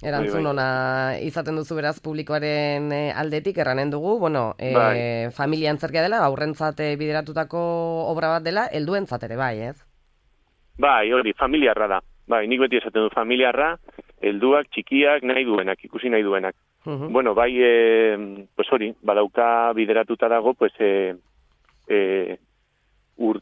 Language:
Basque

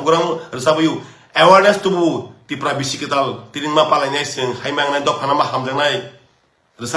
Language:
Kok Borok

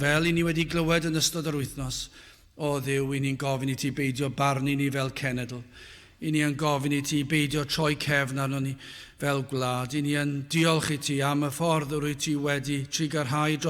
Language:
Welsh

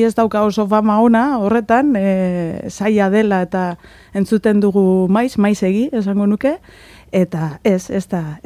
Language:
Basque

